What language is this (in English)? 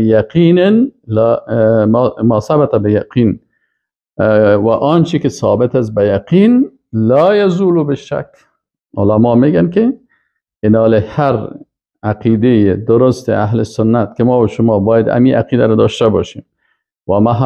Persian